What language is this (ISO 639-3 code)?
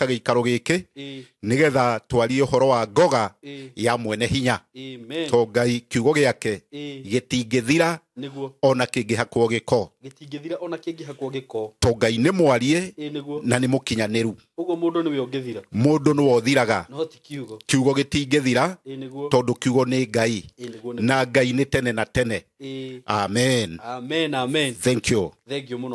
kik